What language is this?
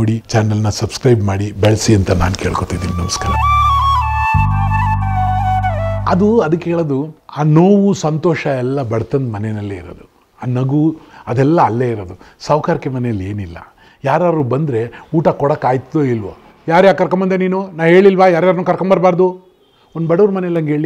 Kannada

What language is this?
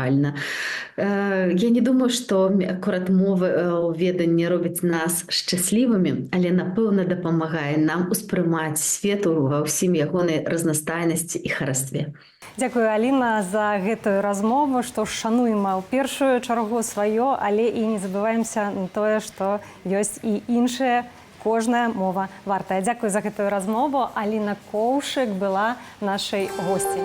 Belarusian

